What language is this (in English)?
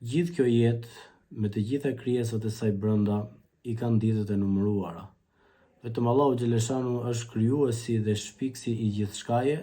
Albanian